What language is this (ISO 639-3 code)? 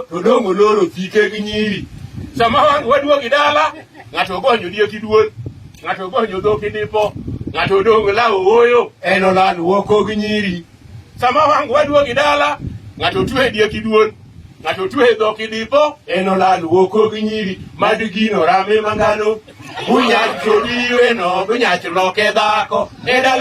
luo